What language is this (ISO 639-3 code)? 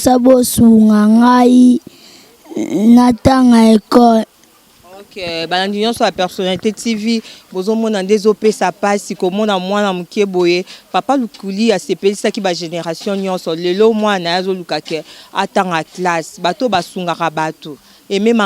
lin